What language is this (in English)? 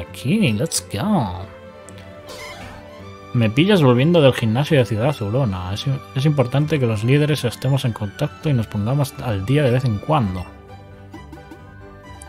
Spanish